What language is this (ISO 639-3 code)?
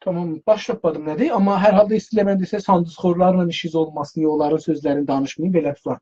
azb